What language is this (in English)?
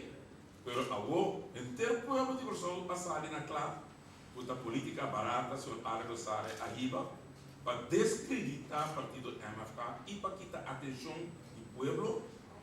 Papiamento